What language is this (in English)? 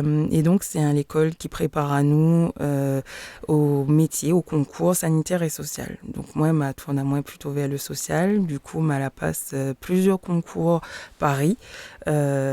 Réunion Creole French